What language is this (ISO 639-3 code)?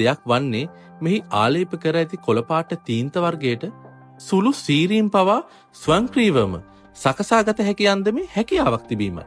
sin